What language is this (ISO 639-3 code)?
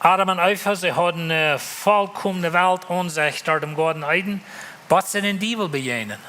pdt